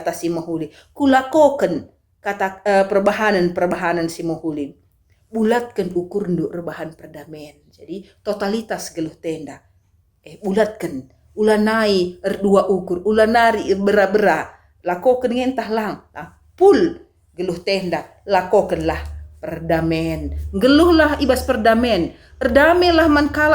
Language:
Batak Karo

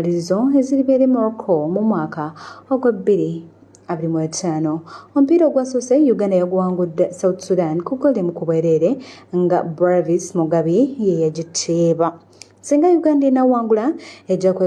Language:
Ganda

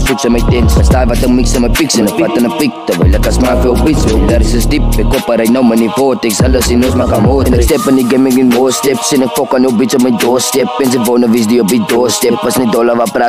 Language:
Afrikaans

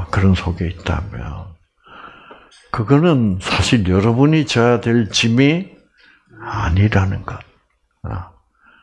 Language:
Korean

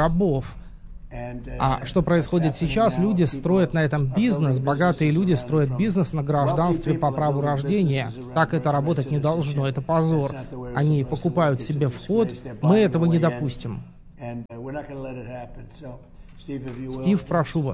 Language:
Russian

